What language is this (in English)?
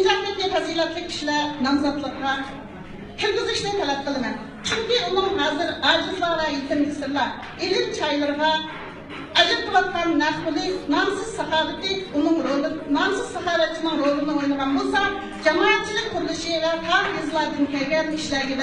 Uyghur